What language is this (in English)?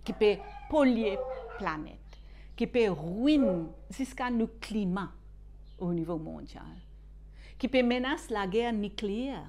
Morisyen